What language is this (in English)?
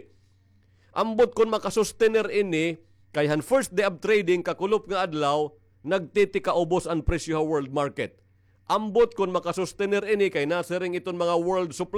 Waray